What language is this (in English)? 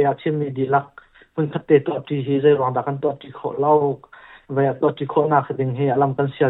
Hakha Chin